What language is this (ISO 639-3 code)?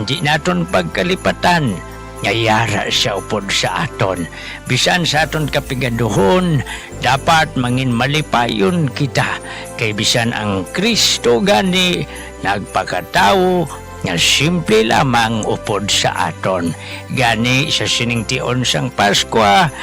hil